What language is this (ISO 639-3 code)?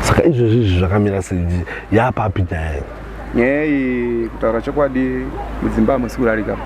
sna